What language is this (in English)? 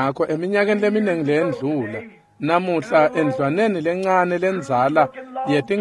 Swati